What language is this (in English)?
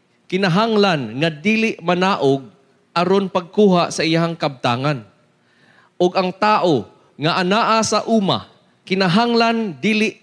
Cebuano